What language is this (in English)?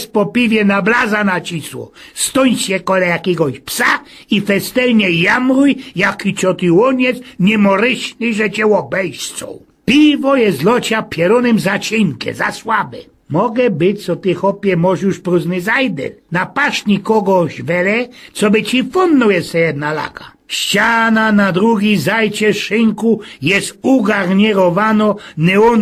Silesian